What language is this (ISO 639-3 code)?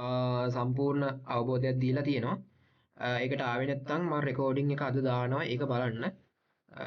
sin